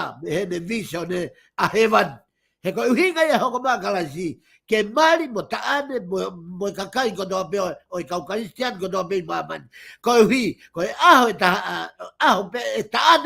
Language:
Tongan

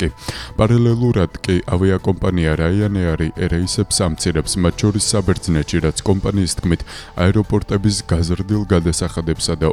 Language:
Georgian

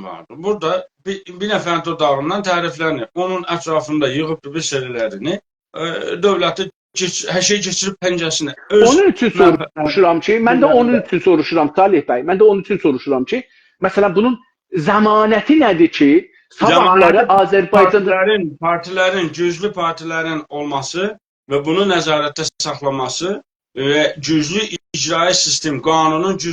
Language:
South Azerbaijani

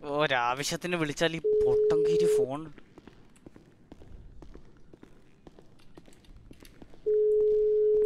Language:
Malayalam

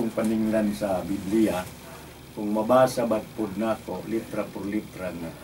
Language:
Cebuano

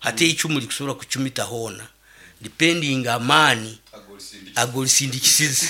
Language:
Nyoro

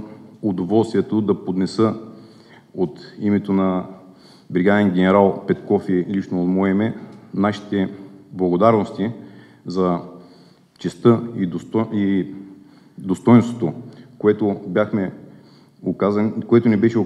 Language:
Bulgarian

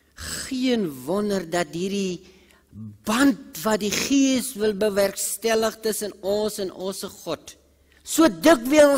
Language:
Afrikaans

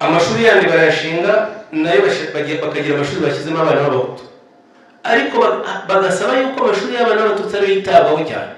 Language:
Kinyarwanda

